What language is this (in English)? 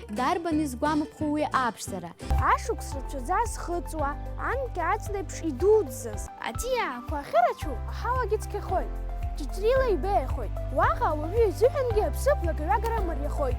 Abkhazian